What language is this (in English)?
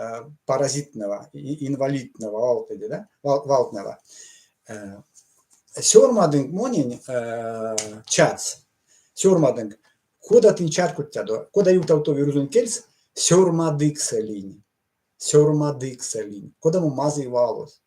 Erzya